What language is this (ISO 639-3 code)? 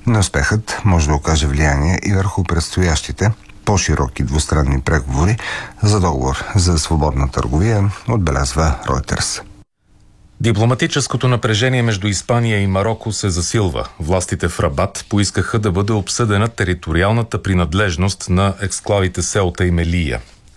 bul